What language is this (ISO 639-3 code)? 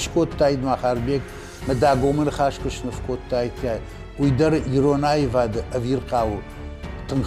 oss